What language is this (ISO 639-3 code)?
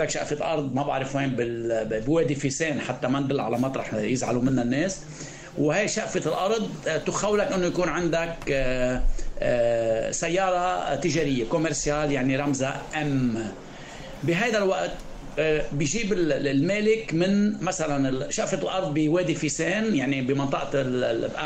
apc